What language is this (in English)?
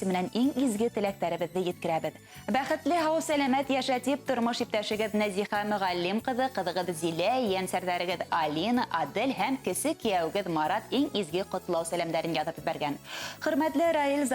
Bashkir